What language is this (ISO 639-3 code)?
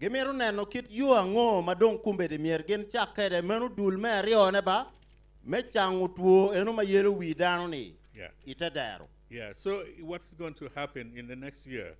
ach